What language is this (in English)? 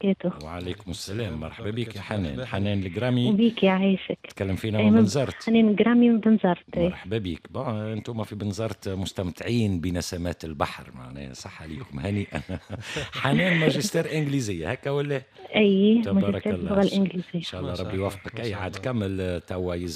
Tunisian Arabic